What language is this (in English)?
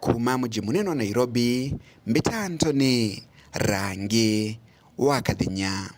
Meru